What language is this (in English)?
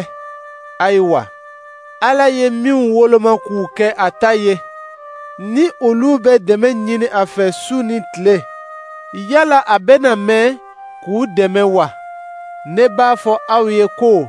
Dyula